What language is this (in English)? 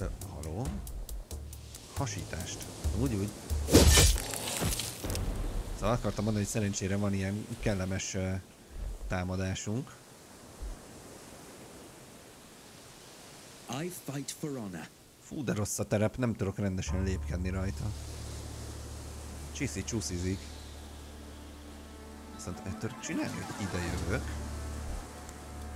Hungarian